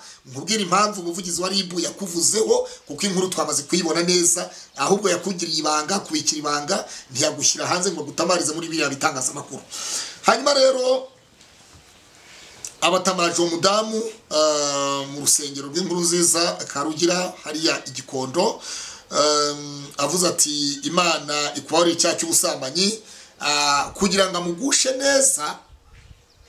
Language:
Kinyarwanda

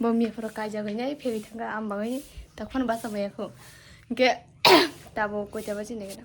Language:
Kok Borok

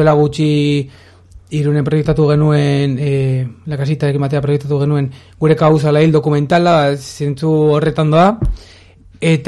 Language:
Basque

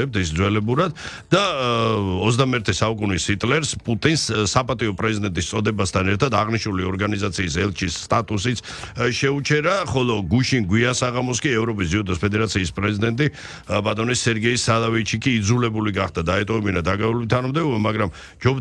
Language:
Georgian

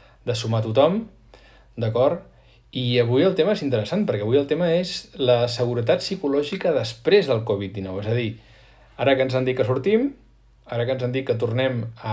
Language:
Catalan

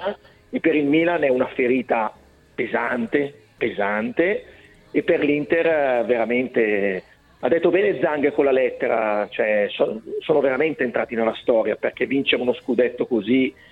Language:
Italian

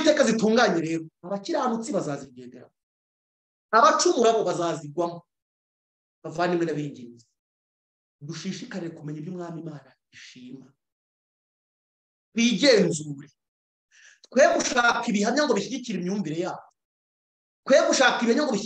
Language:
Kinyarwanda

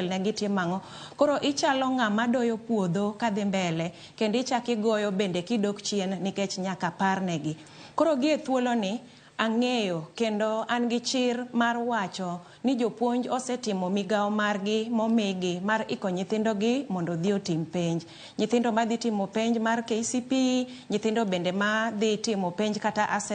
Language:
Luo (Kenya and Tanzania)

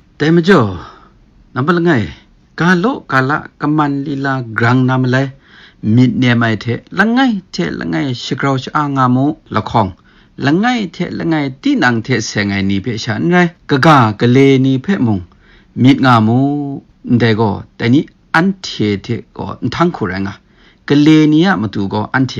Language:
Kachin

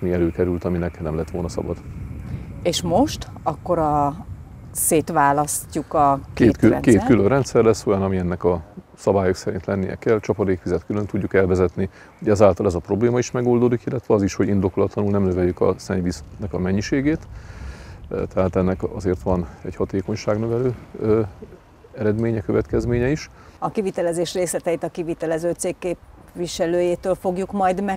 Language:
Hungarian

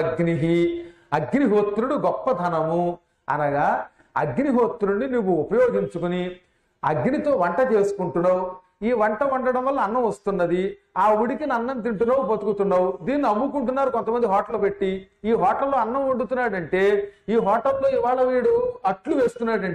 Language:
Telugu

